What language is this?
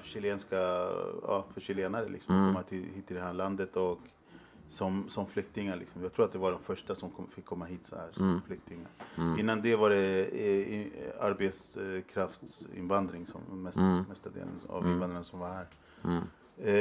Swedish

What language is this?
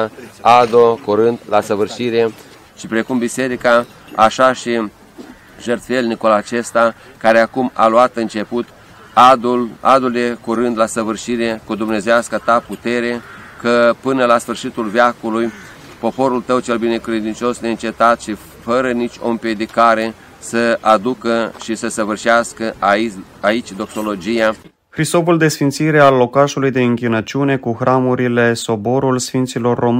Romanian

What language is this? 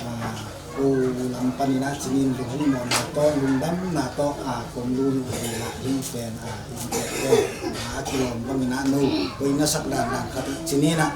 Tedim Chin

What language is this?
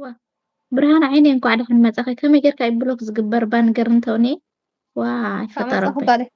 Tigrinya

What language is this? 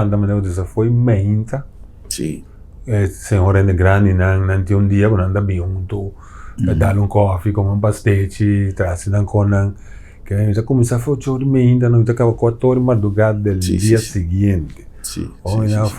Papiamento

